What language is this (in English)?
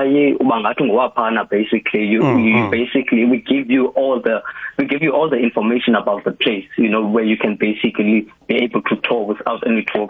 South Ndebele